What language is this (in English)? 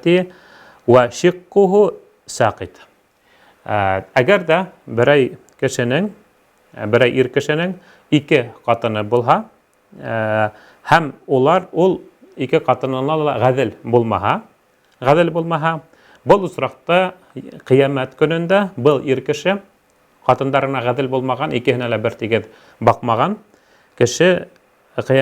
Bashkir